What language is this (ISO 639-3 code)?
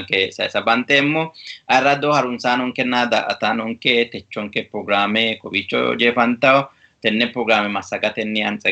sid